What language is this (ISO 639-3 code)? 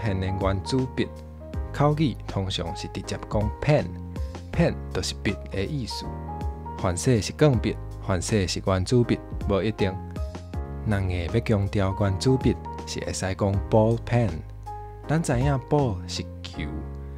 nan